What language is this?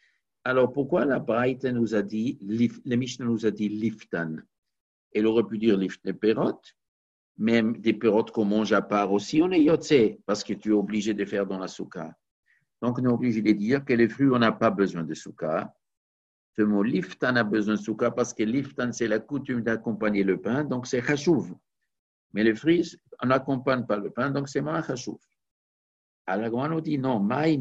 French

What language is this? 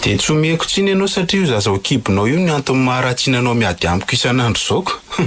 Malagasy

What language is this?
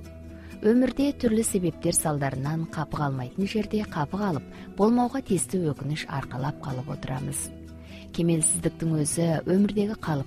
Kazakh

